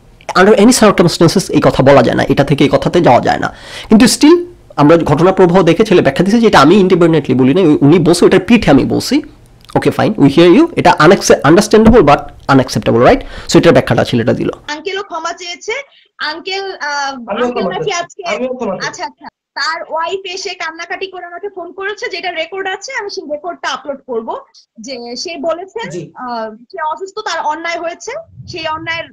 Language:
Bangla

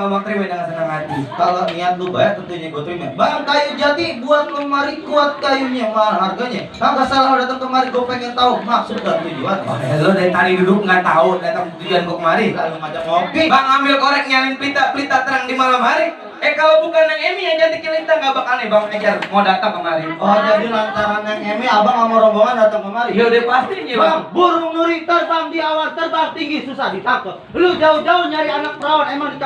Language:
Betawi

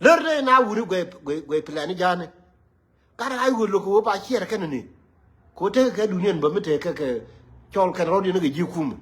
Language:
Nuer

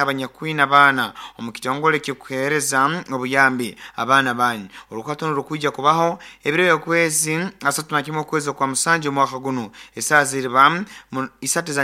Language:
Nyoro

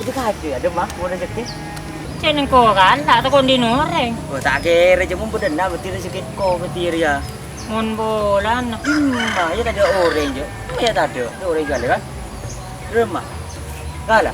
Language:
Madurese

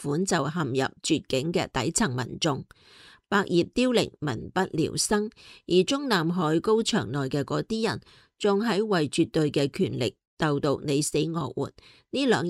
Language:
Cantonese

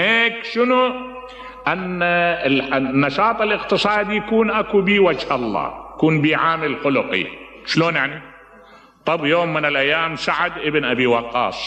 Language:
Mesopotamian Arabic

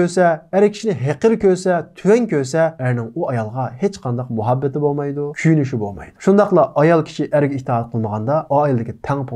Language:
Uyghur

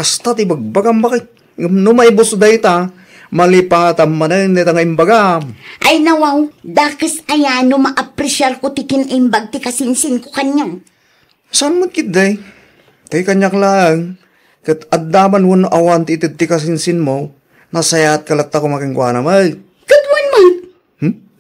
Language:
Iloko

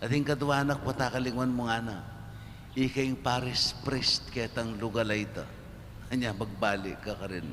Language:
Pampanga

